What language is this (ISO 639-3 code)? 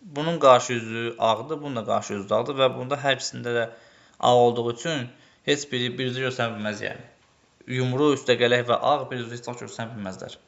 aze